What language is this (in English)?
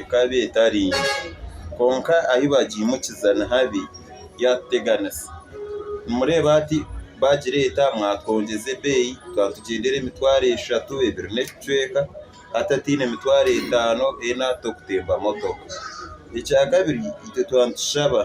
Nyankole